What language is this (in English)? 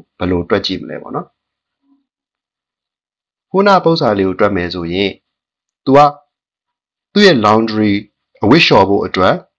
Burmese